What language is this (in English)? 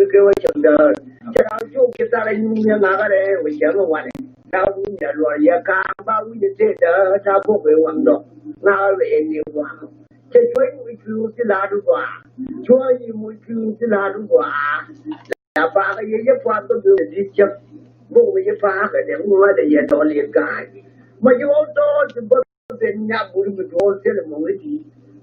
Nuer